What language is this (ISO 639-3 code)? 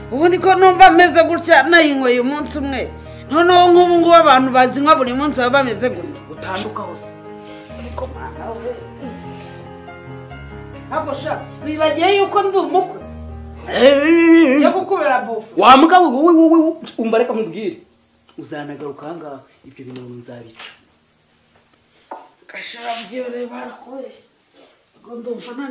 kin